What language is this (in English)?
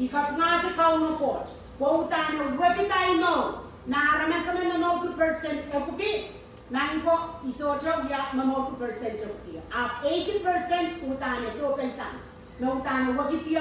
Pohnpeian